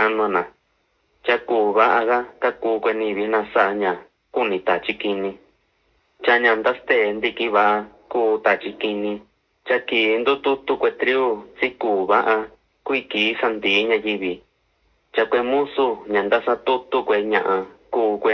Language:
Mixtepec Mixtec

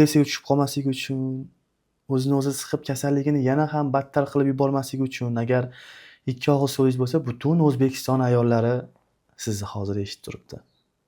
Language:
Uzbek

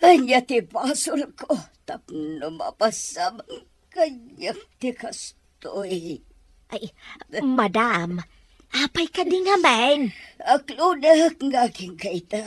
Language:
Iloko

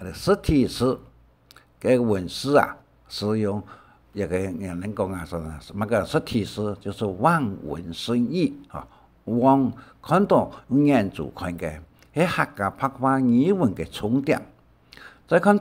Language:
Hakka Chinese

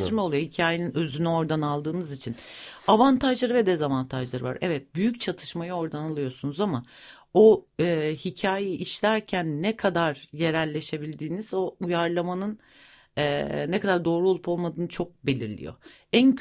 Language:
Turkish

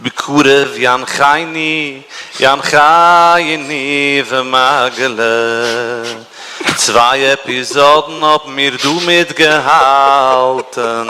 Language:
Yiddish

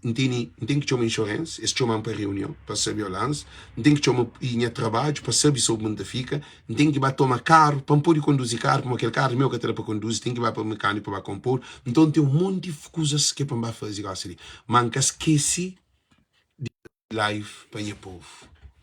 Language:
Kabuverdianu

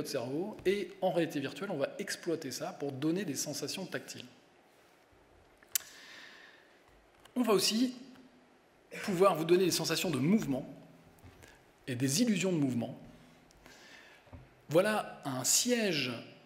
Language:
French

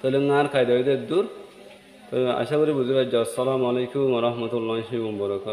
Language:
Rohingya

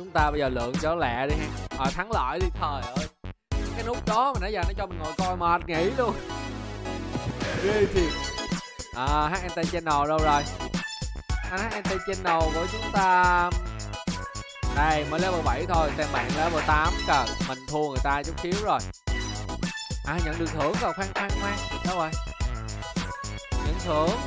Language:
Vietnamese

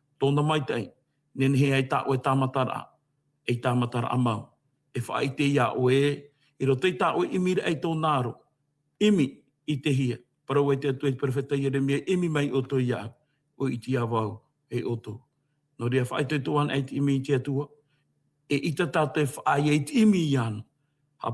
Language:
Tahitian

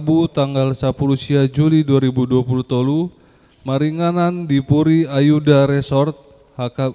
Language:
Batak Toba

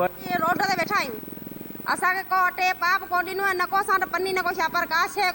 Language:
Sindhi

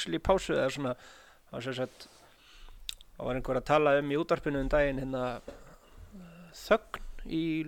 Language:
Icelandic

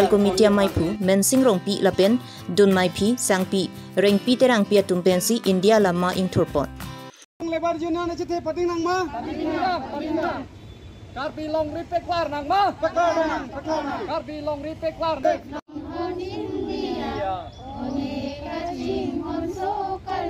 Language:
Karbi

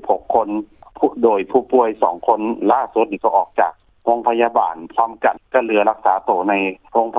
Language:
Lao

